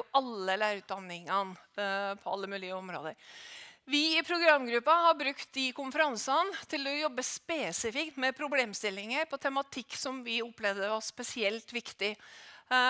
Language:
Norwegian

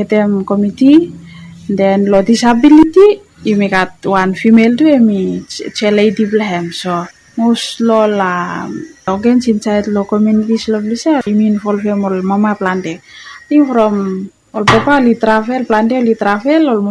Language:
Bislama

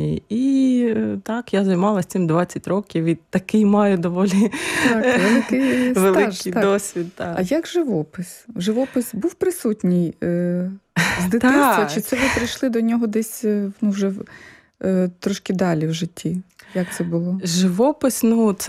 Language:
Ukrainian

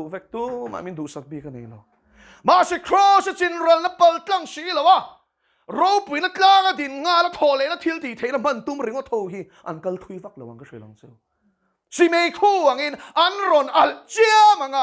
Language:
Mizo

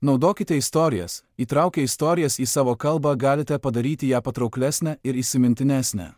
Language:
Lithuanian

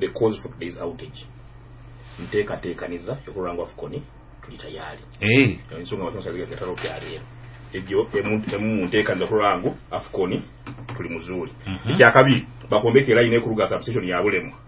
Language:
Nyoro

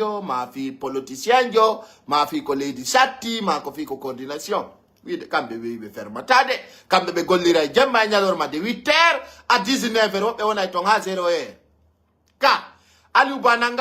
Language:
Pular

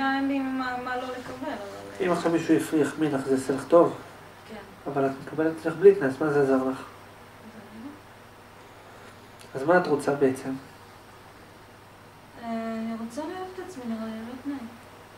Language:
Hebrew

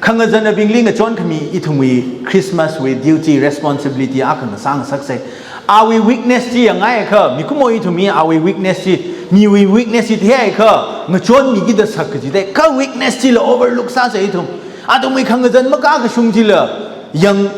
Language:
Tangkhul Naga (India)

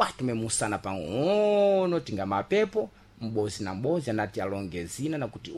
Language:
Sena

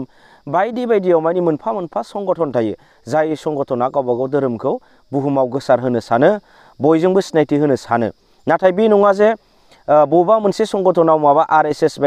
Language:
Bodo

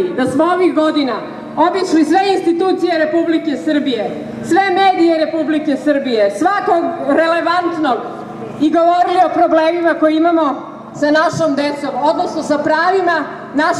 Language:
Serbian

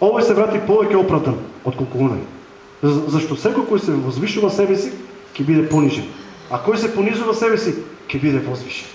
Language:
Macedonian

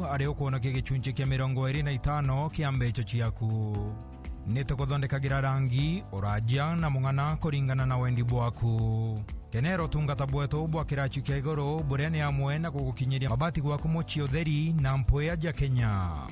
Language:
Meru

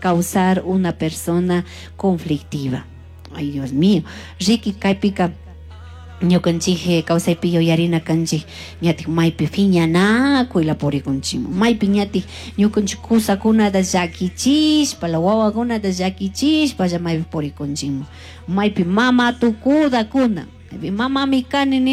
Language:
Chimborazo Highland Quichua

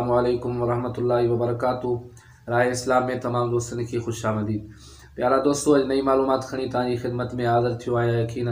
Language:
Sindhi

